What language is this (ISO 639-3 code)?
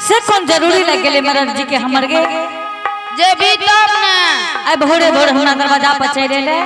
anp